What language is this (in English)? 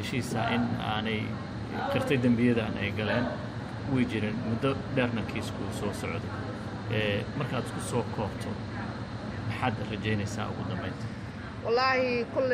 Somali